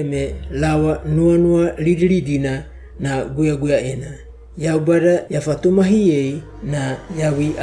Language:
Wagawaga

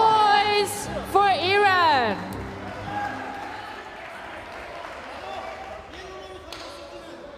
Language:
Korean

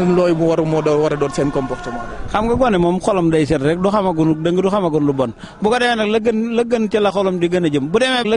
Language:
Wolof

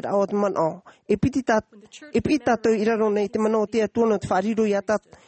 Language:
Tahitian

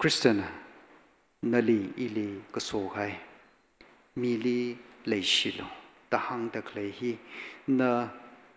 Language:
Tangkhul Naga (India)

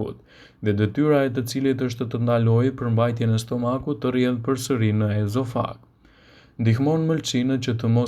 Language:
Albanian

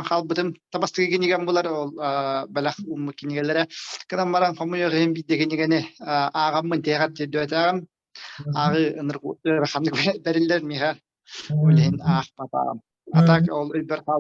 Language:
Yakut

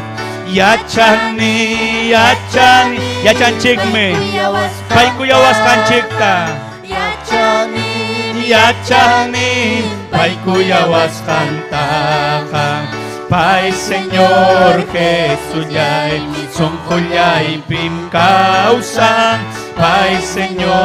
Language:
Ayacucho Quechua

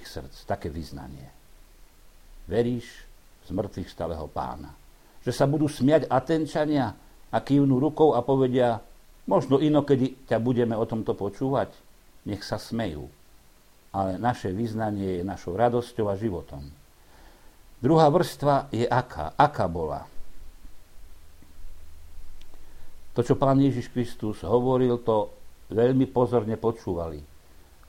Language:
Slovak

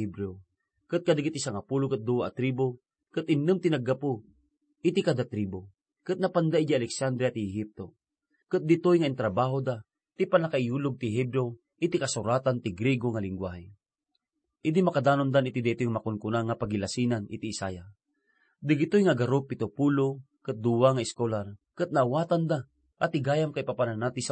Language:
Iloko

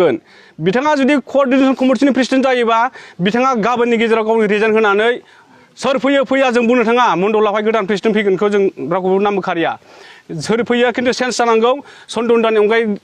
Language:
Bodo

